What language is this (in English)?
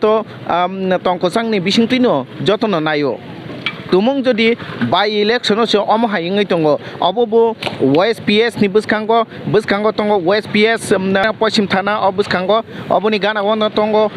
Kok Borok